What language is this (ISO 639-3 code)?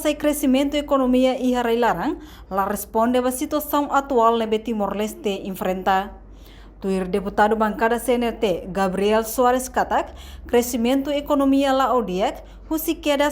tet